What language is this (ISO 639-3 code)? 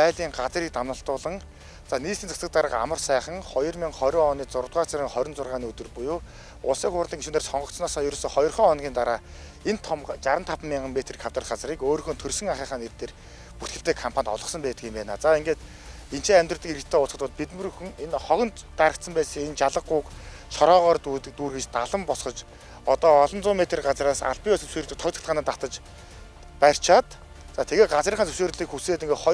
mon